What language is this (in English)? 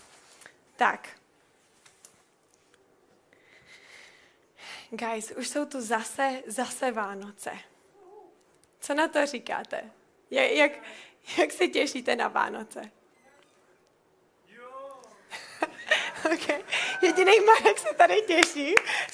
Czech